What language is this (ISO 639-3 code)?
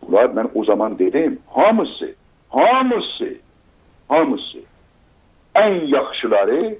azb